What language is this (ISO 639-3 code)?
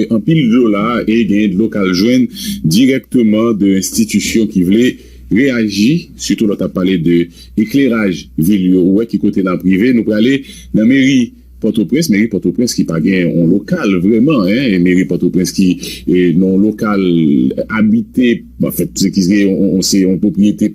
hat